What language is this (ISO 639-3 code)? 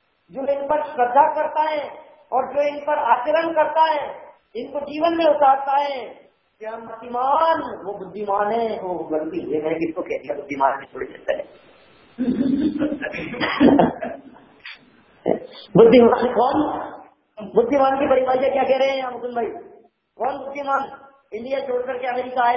hin